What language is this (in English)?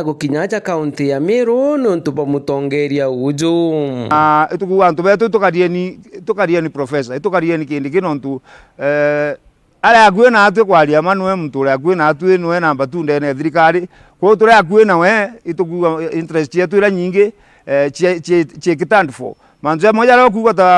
Meru